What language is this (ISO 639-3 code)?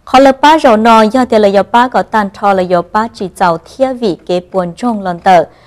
hmn